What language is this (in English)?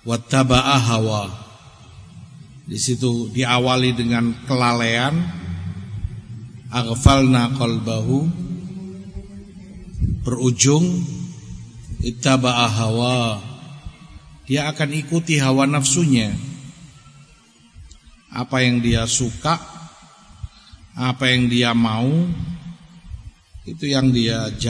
Indonesian